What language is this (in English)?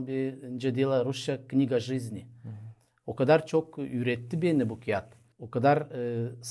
Gagauz